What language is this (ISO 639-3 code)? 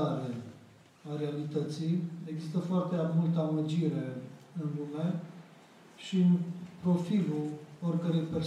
ron